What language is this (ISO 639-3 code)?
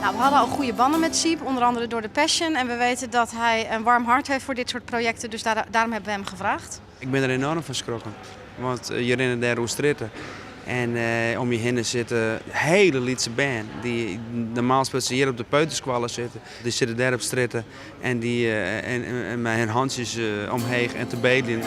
fry